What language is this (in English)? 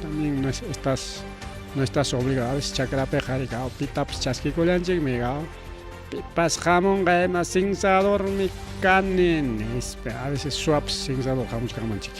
Ayacucho Quechua